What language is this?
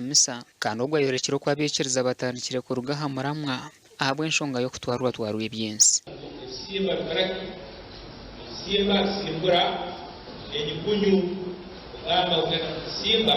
Nyankole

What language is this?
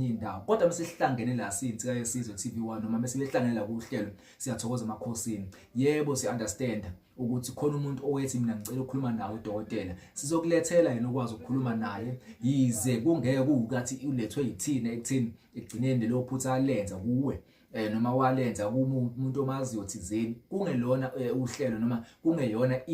Zulu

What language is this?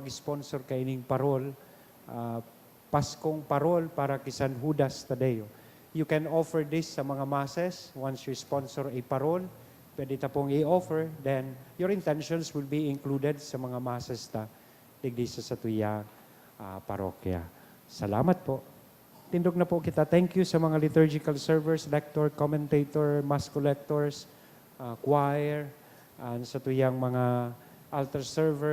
Bikol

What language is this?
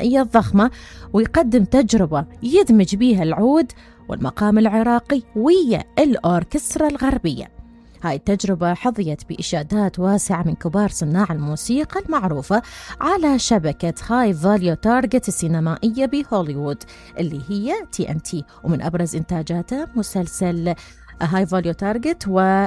Mesopotamian Arabic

